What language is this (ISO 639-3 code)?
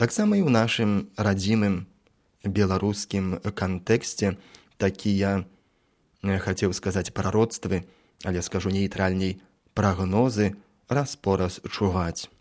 bel